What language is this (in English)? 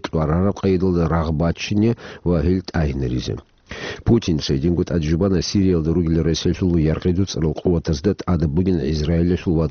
Avaric